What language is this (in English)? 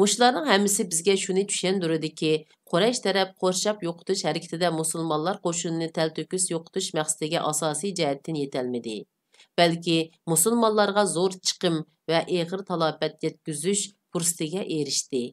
Uyghur